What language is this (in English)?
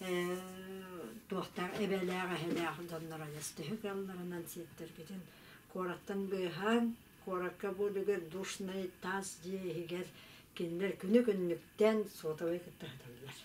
Yakut